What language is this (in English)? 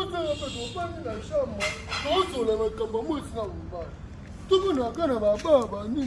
Lingala